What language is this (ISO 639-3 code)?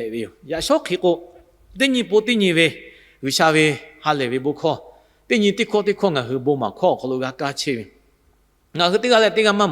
lhu